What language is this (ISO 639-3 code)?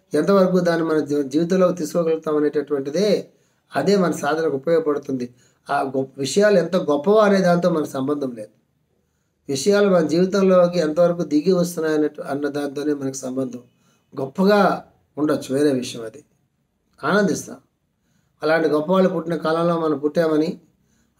tel